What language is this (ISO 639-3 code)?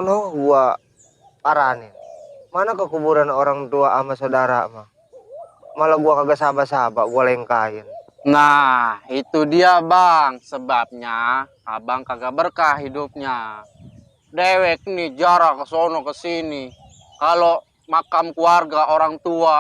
bew